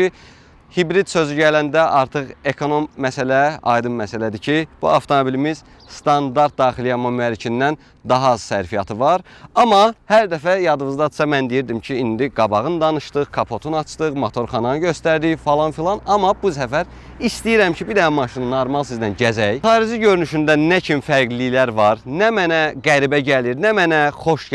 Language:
Azerbaijani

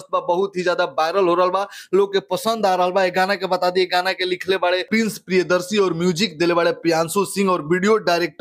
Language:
Bhojpuri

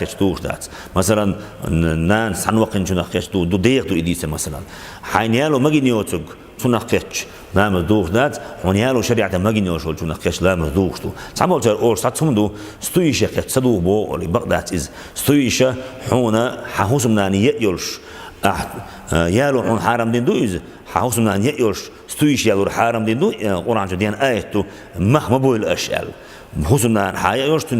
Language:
Chechen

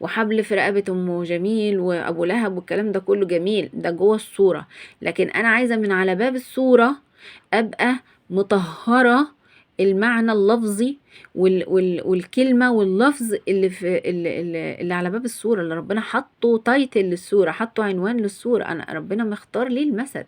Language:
Egyptian Arabic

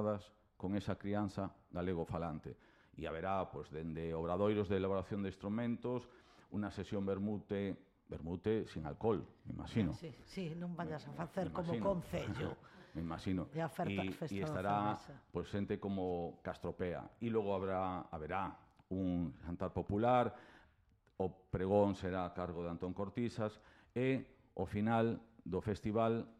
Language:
Galician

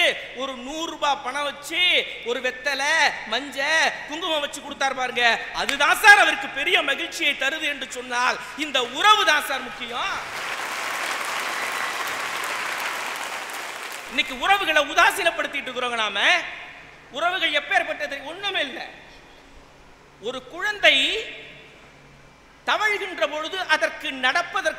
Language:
Tamil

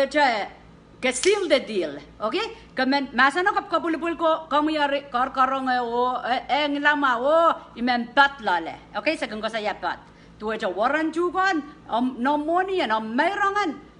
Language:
Pohnpeian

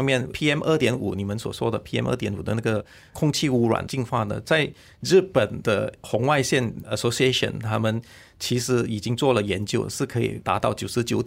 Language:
Chinese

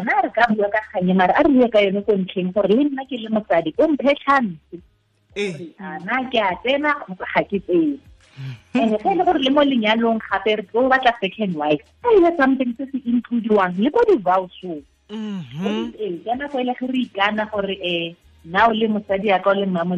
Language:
Tswana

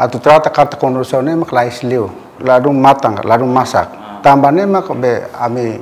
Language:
Tetum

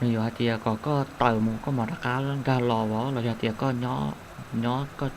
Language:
Hmong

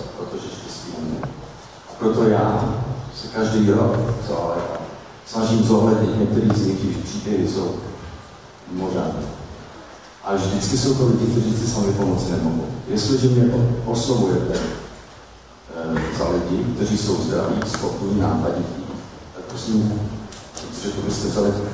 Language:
Czech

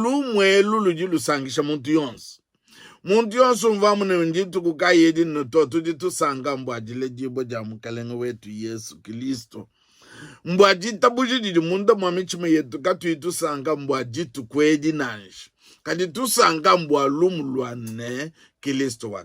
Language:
Luba-Lulua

